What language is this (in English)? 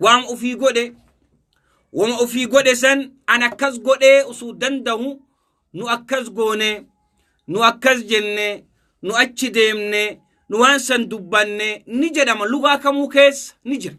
Oromo